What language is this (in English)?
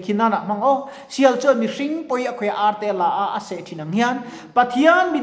Mizo